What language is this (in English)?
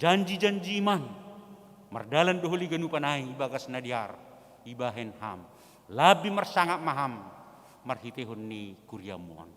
Batak Simalungun